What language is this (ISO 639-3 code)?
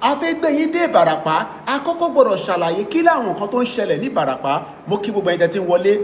yor